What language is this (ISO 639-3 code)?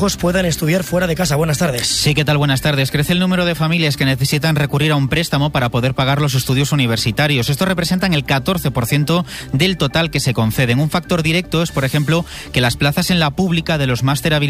spa